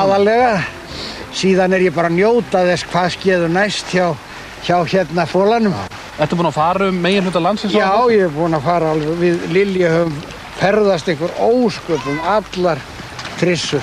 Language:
Icelandic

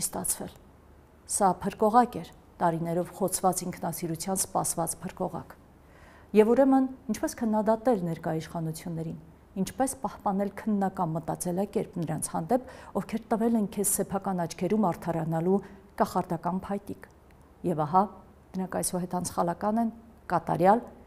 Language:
Armenian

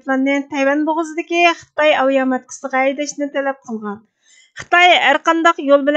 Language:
Uyghur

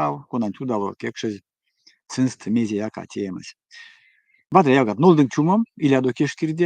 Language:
Erzya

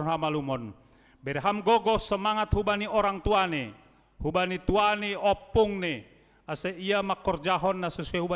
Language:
Batak Simalungun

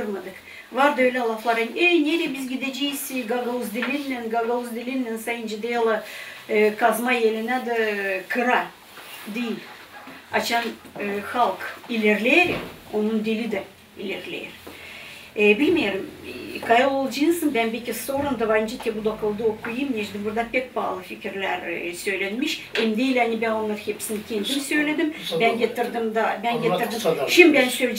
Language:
Gagauz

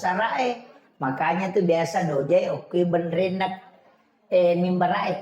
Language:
Buginese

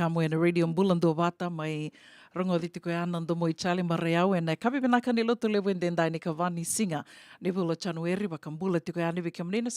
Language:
Fijian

